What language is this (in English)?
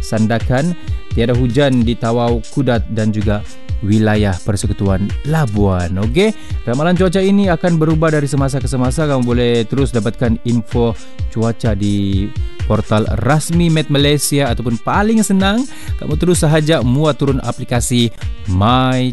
Malay